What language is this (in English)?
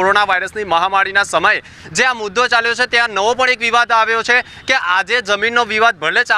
Gujarati